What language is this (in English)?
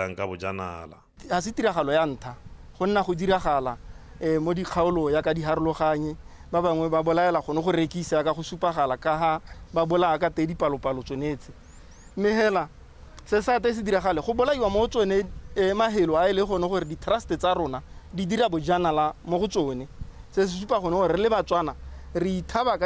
Tswana